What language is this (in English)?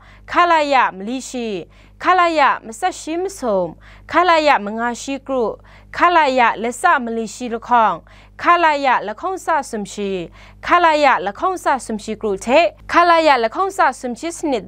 Kachin